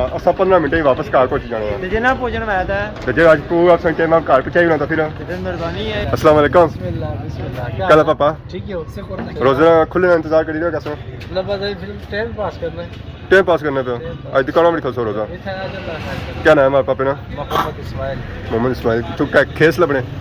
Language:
Pahari-Potwari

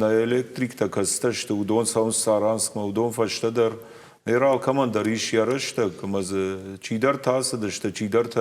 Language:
Ossetic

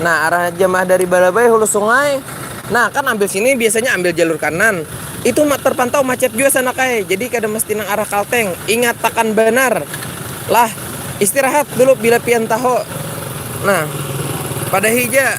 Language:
Banjar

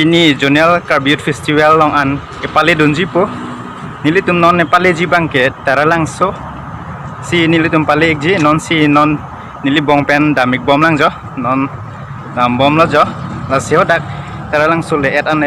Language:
Karbi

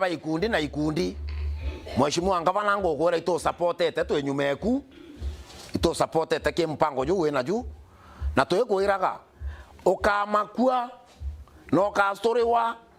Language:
Meru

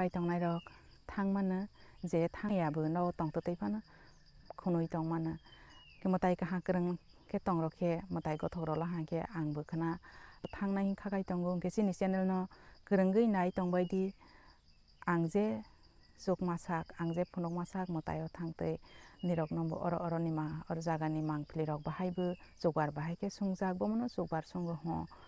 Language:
Kok Borok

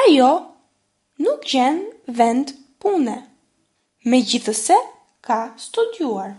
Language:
Albanian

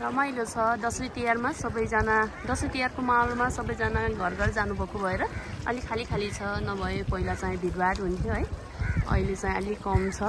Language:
Nepali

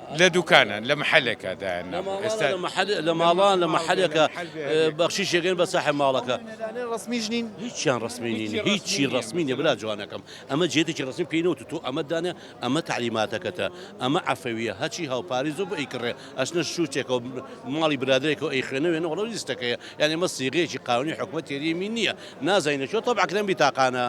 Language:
Central Kurdish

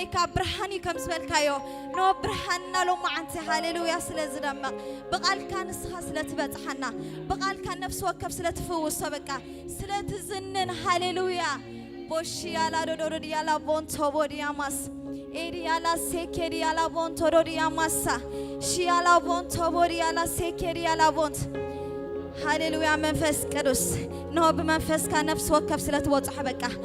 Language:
Tigrinya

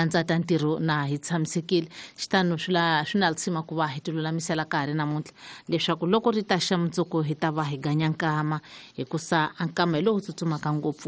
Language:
Tsonga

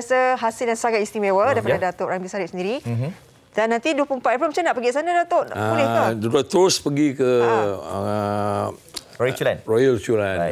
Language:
Malay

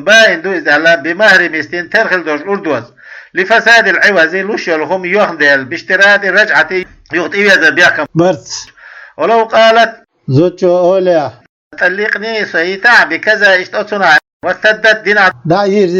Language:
Chechen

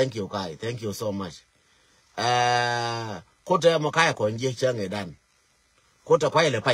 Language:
Nuer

